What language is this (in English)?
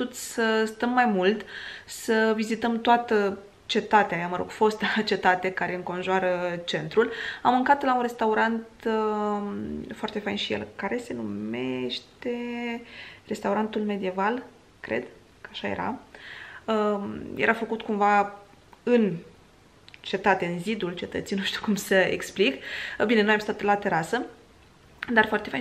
Romanian